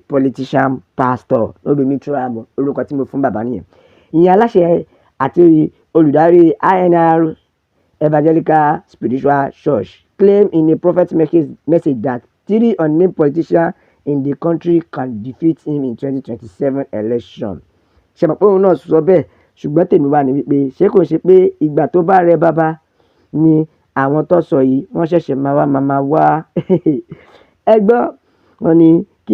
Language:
Yoruba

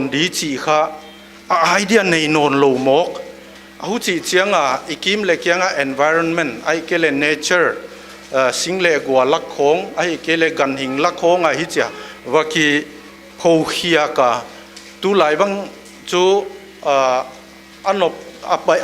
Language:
Paite Chin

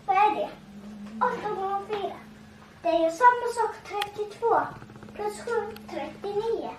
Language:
Faroese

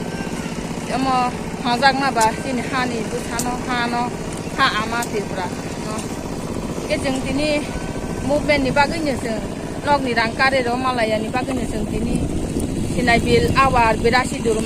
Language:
Riang (India)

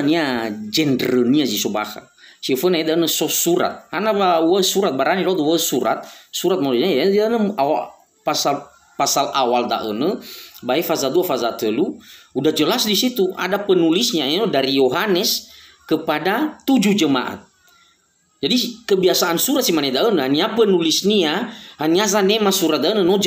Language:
Nias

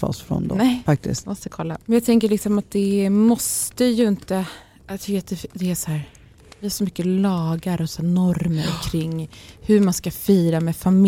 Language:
Swedish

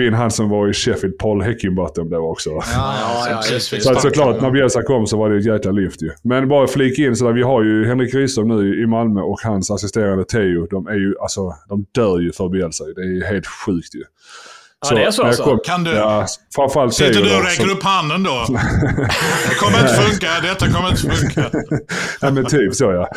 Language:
Swedish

